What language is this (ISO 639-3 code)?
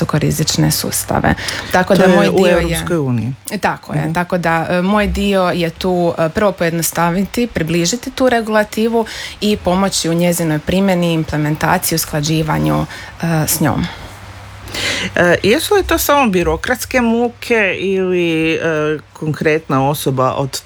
hrv